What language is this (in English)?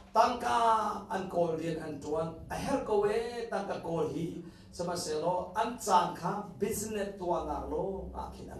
Hakha Chin